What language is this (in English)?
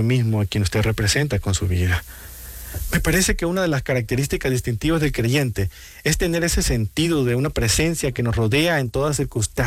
Spanish